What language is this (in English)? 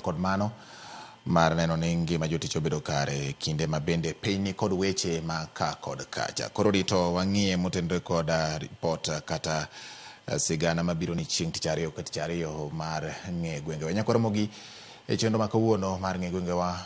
Luo (Kenya and Tanzania)